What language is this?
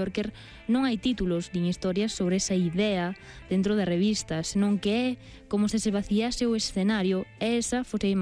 Galician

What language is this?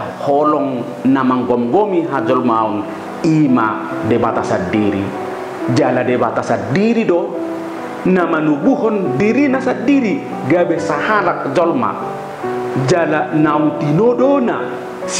Batak Toba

